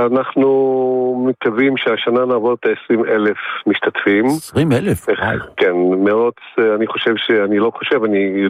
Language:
Hebrew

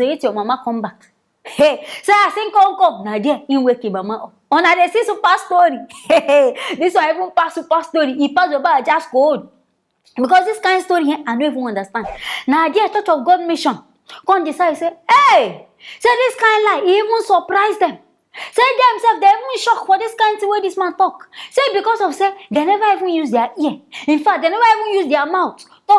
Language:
Nigerian Pidgin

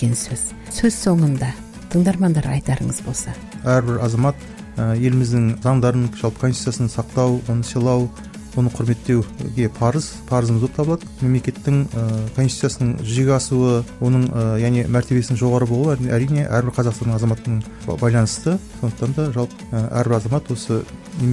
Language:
Kazakh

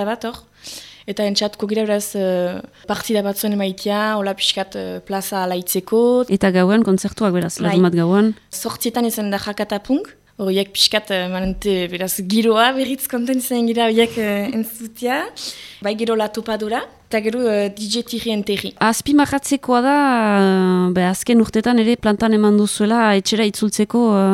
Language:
Basque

